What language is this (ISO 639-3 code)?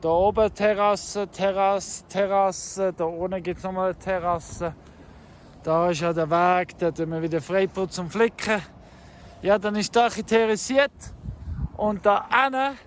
gsw